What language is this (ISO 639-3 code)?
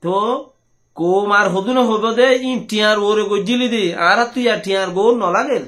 rhg